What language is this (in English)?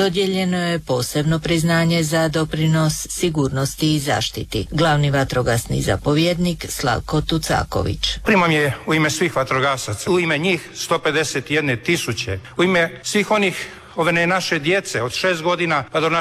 Croatian